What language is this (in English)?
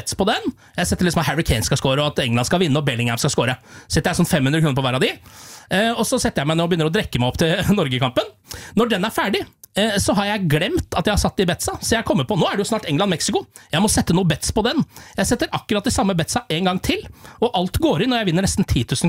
Norwegian